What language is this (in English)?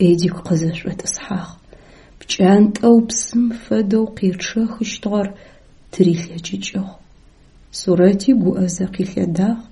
Adyghe